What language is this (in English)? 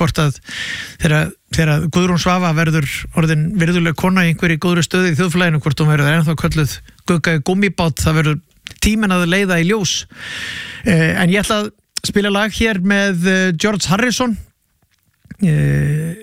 Icelandic